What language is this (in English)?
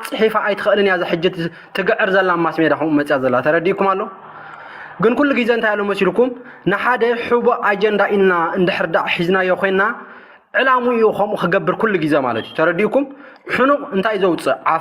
Tigrinya